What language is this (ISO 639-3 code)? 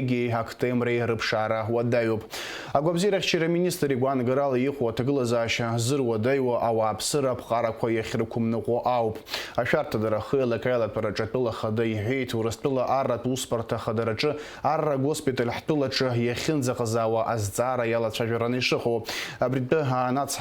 abk